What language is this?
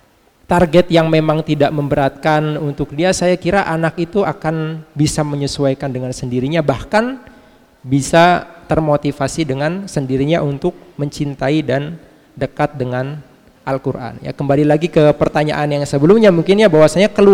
Indonesian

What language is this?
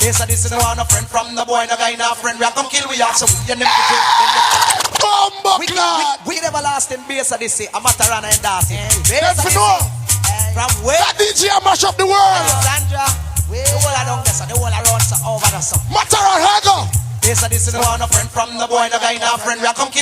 Jamaican Creole English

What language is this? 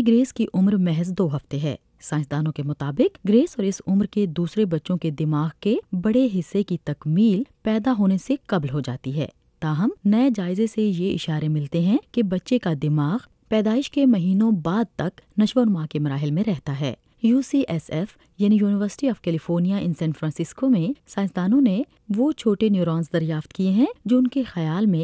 Urdu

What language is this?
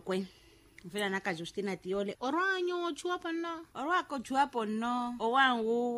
Makhuwa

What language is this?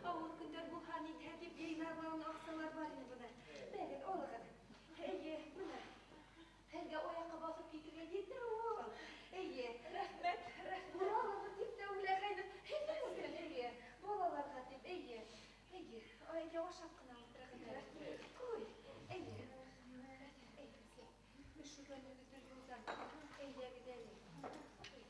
Bashkir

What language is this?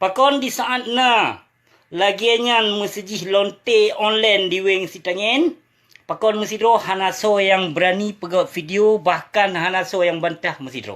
Achinese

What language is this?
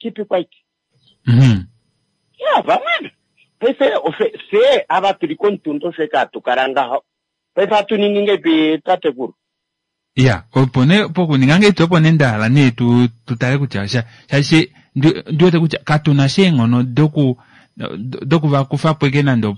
Kuanyama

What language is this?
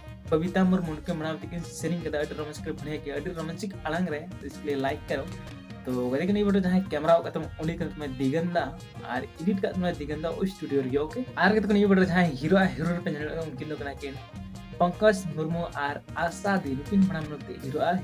Santali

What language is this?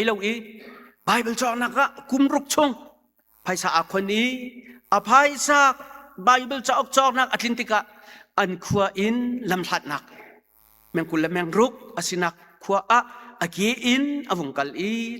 Hakha Chin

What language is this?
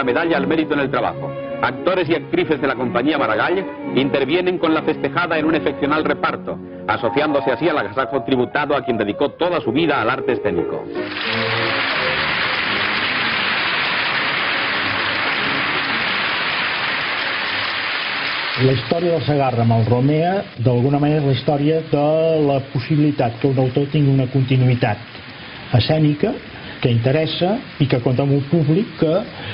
Catalan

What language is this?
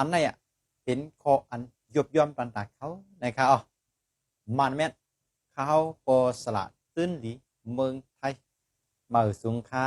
Shan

